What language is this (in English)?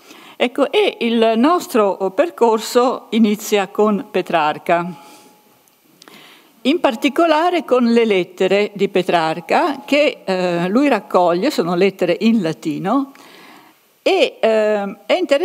Italian